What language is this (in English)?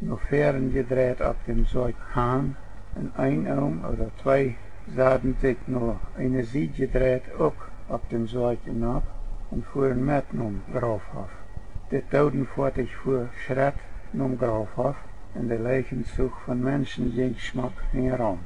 Plautdietsch